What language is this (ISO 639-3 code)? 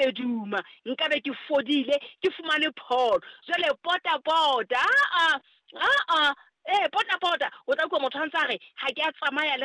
sot